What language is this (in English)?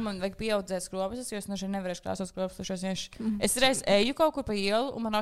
Latvian